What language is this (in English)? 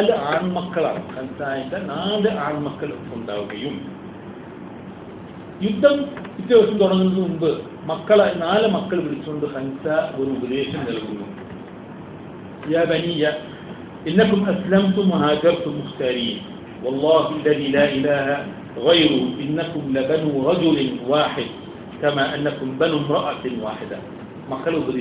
Malayalam